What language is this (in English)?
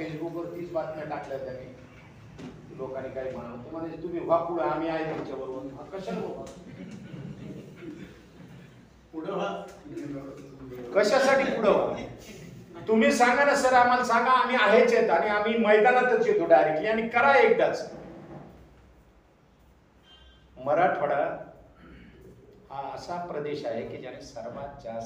Marathi